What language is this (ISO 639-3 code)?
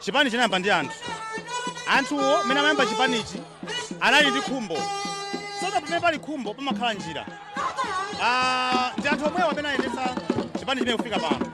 nya